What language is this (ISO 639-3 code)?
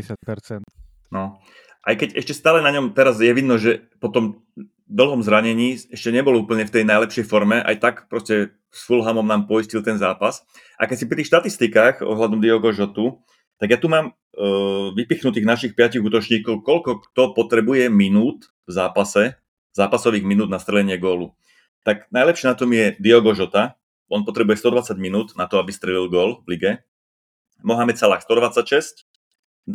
slk